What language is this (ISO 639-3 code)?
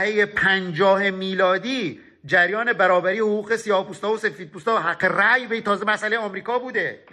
fas